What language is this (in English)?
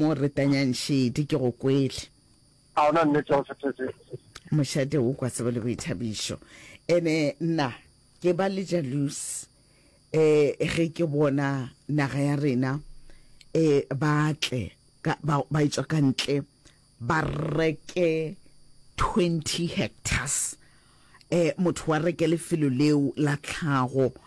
Northern Sotho